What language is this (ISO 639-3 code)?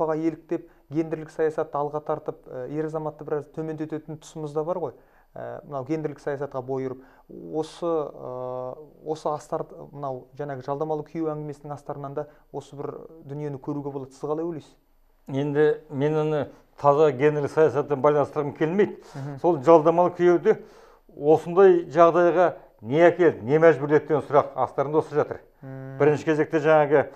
kaz